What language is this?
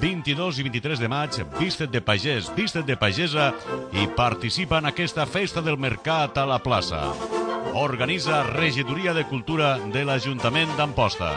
Catalan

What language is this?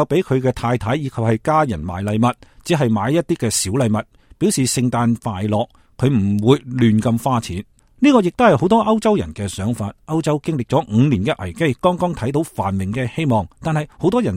Cantonese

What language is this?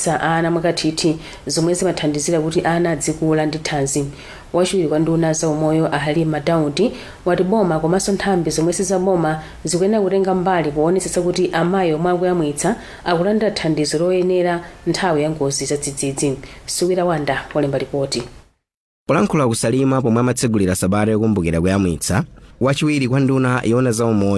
Nyanja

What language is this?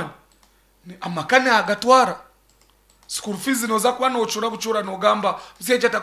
Nyankole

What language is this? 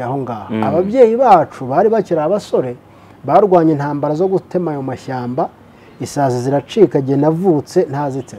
Kinyarwanda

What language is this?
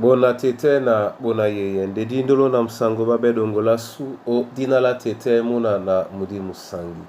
Duala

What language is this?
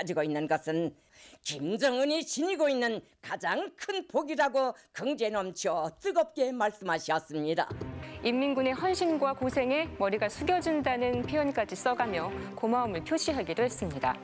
Korean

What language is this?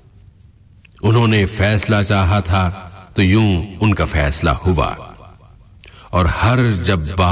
Urdu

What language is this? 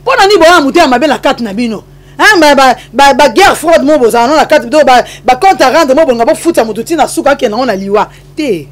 Lingala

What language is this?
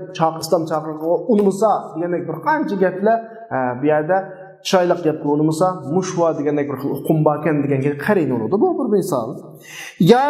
Uyghur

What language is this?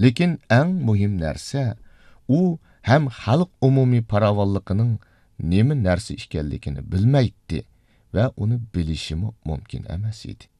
Uyghur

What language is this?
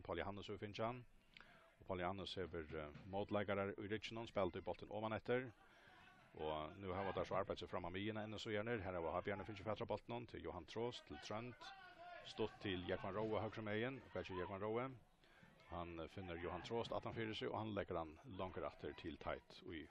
Faroese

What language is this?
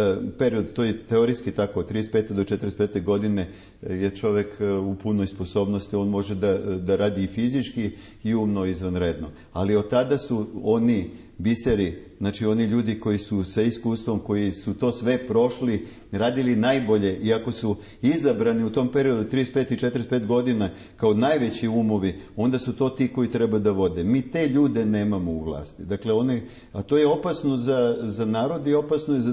Serbian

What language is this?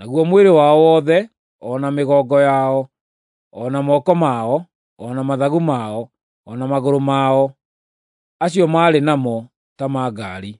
Kikuyu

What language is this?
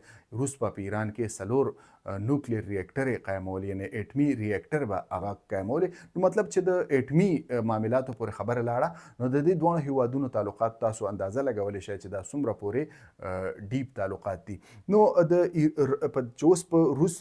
Pashto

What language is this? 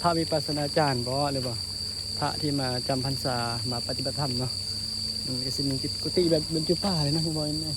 Northeastern Thai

